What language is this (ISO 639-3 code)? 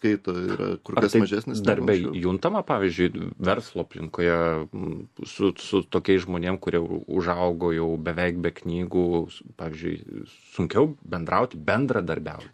lit